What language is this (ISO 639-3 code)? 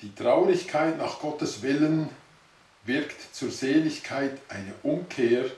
gsw